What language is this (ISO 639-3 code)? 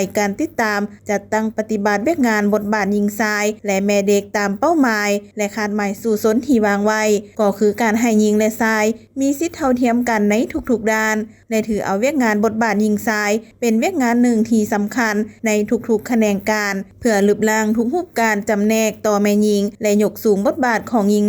lao